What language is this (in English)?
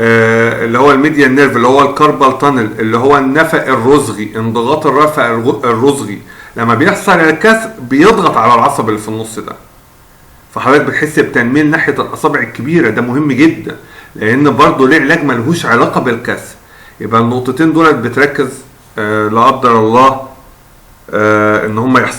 Egyptian Arabic